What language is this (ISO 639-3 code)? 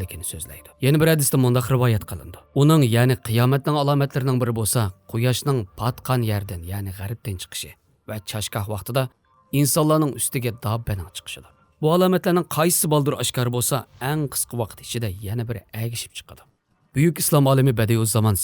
uig